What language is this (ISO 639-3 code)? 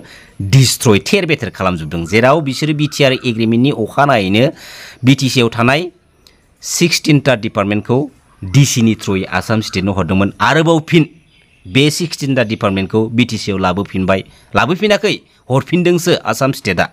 brx